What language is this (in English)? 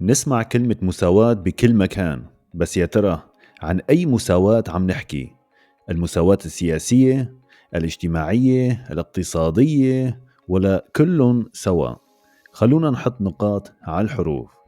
North Levantine Arabic